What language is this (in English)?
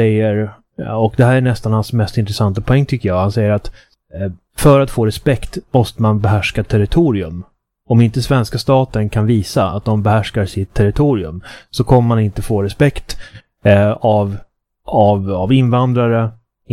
Swedish